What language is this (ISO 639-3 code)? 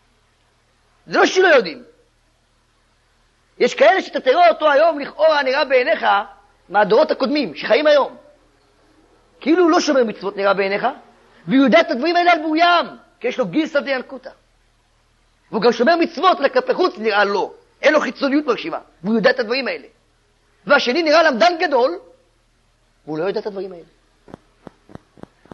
heb